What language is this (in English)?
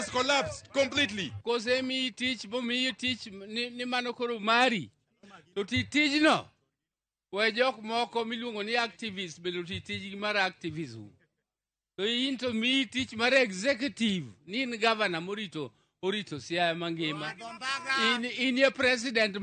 Luo (Kenya and Tanzania)